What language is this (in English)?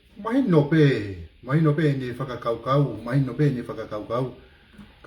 Tongan